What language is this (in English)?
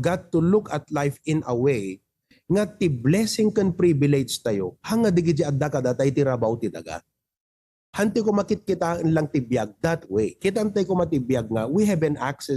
Iloko